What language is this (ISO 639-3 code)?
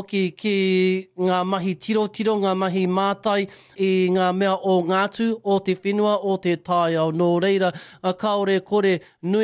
mri